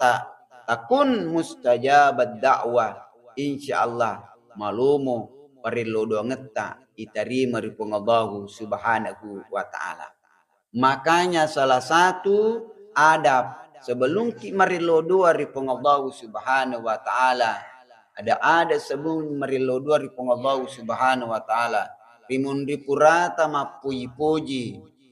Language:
Buginese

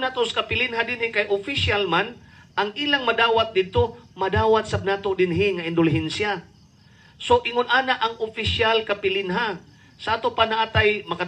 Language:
Cebuano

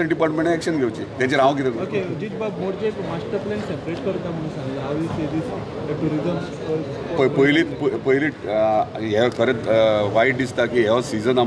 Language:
Konkani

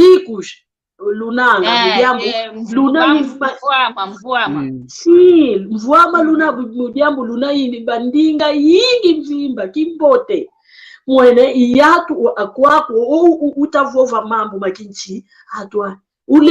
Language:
San Salvador Kongo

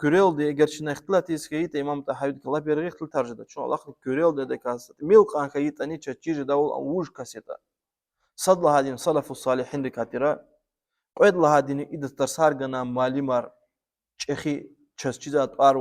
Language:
Lezghian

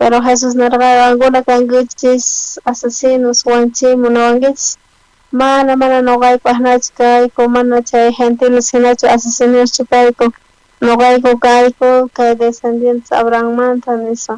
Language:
South Bolivian Quechua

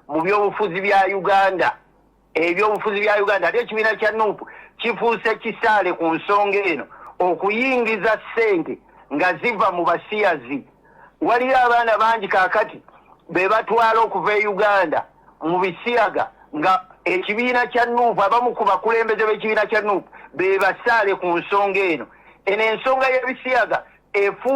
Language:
Ganda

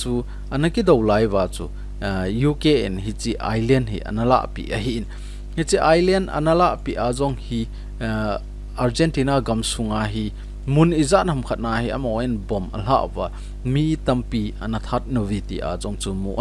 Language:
Thado Chin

